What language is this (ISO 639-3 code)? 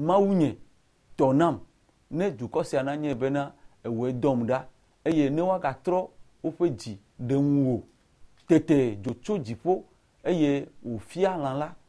ewe